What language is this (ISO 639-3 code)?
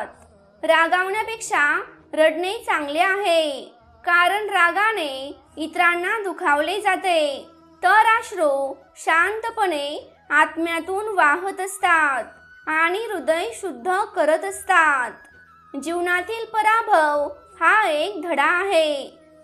mar